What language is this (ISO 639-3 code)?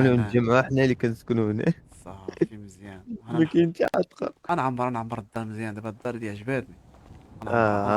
ary